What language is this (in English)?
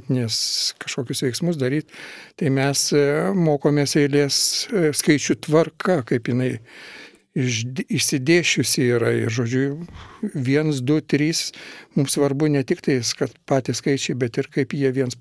Lithuanian